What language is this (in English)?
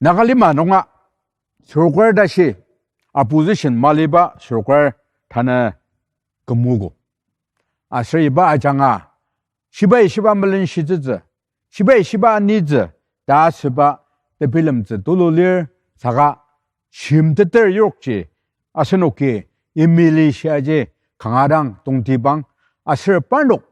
Ao Naga